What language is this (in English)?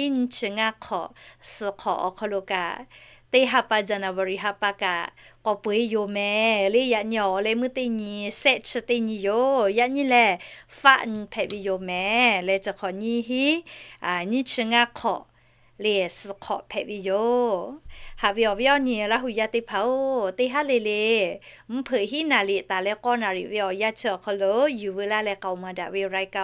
Lahu